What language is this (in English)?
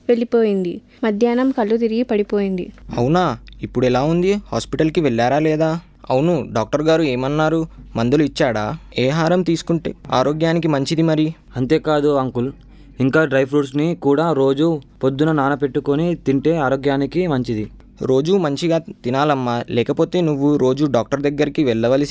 Telugu